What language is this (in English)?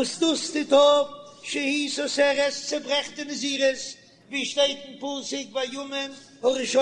Yiddish